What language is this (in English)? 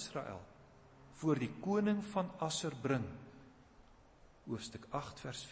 Afrikaans